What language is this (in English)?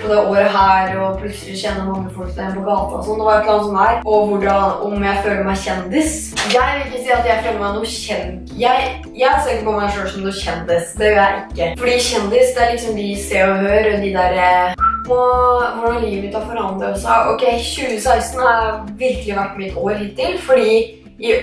Norwegian